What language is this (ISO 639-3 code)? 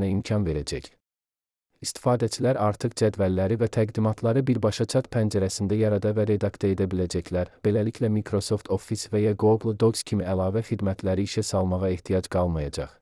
aze